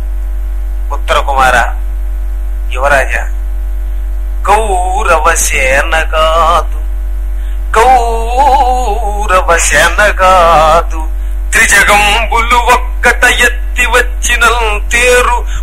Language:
Telugu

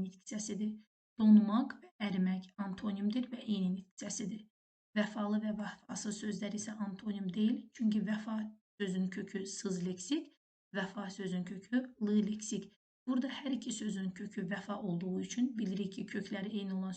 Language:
Azerbaijani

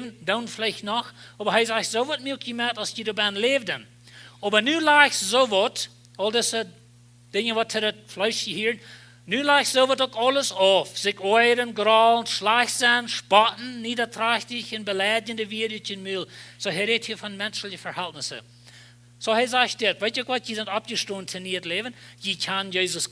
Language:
Plautdietsch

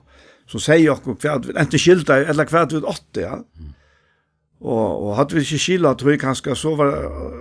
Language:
Faroese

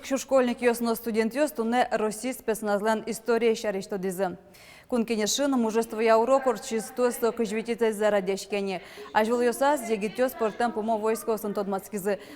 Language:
Udmurt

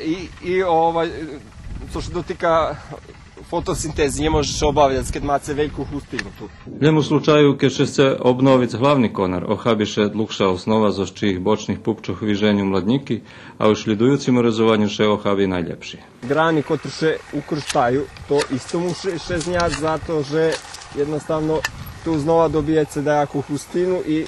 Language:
Rusyn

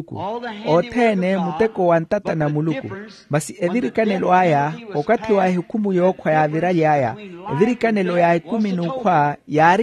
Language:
Makhuwa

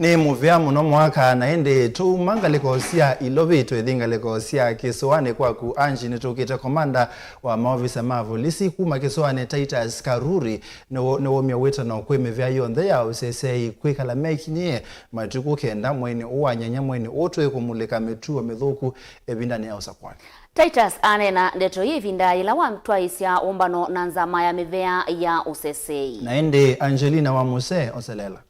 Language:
Kamba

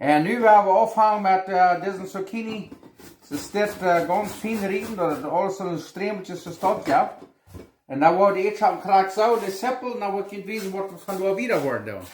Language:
Plautdietsch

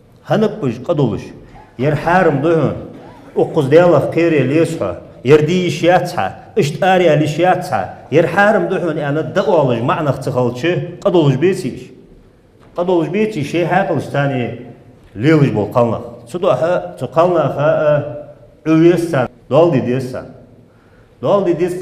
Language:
Ingush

